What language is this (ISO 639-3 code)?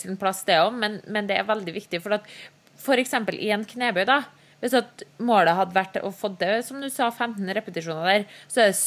nor